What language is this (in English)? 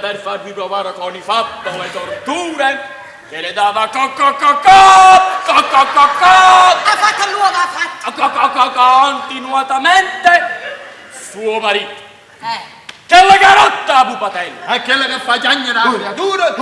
Neapolitan